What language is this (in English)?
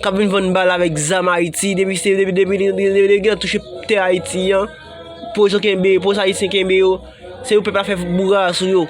Haitian Creole